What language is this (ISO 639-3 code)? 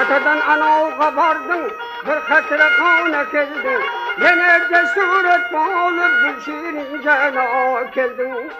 kaa